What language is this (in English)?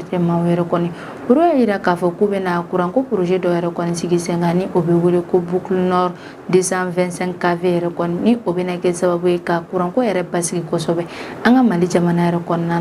Bambara